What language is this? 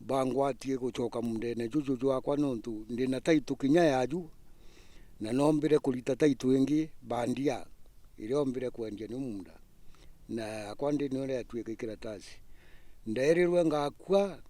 Meru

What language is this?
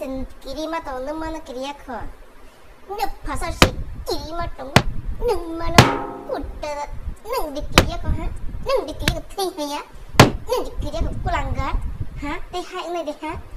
Kok Borok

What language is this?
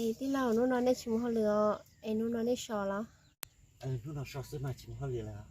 Hmong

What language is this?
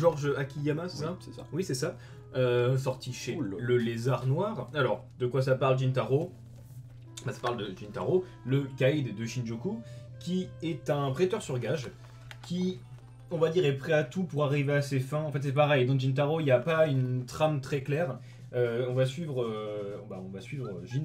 French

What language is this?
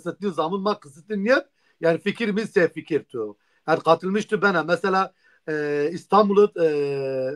Zaza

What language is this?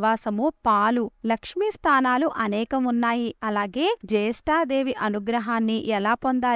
Telugu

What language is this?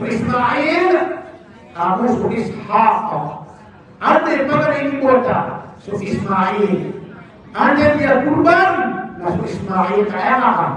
Maranao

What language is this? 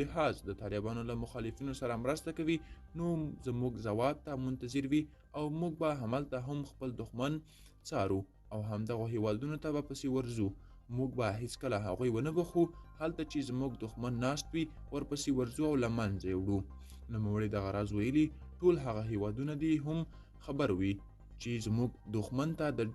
Pashto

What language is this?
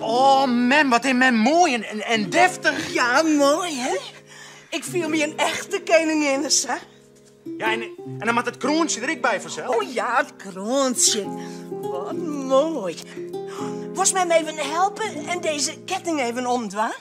Western Frisian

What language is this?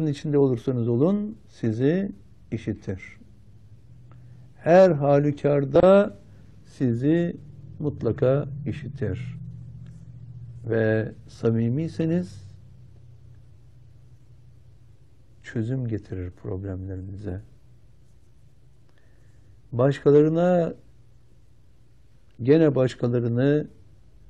Turkish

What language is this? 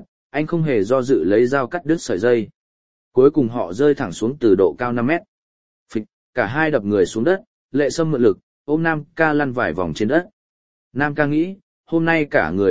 Vietnamese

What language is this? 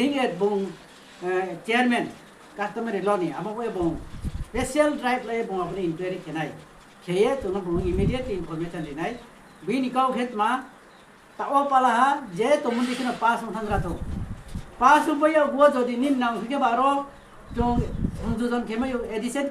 Riang (India)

